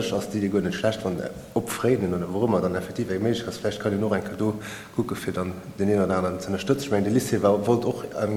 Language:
Luxembourgish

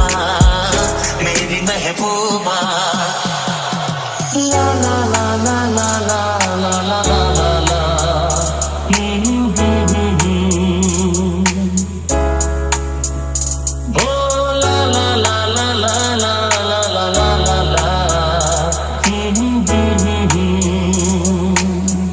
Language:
Hindi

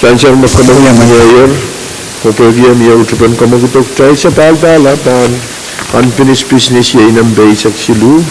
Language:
Pohnpeian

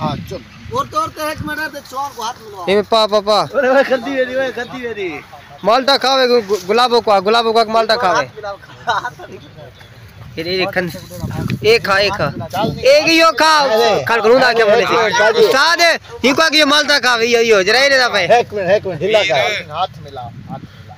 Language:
Saraiki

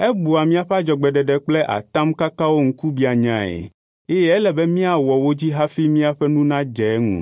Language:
Ewe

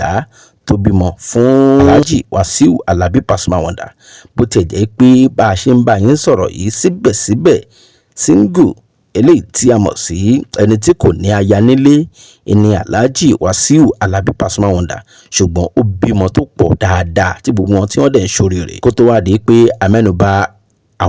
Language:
Yoruba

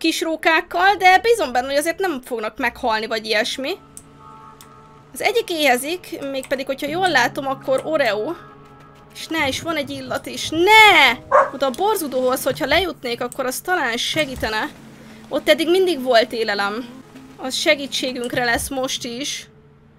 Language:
Hungarian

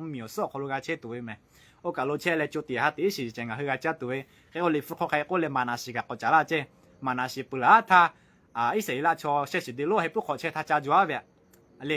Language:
Lahu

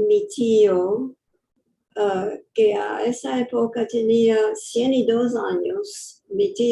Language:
Ladino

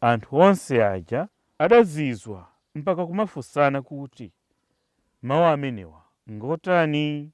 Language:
Nyanja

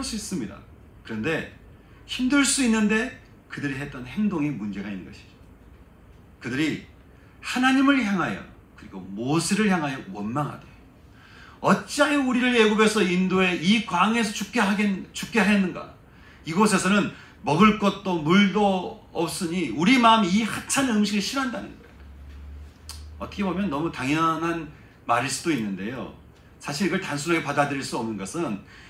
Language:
Korean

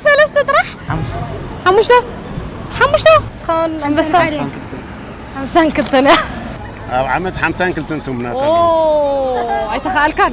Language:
Tigrinya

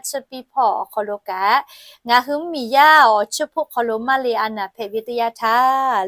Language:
Lahu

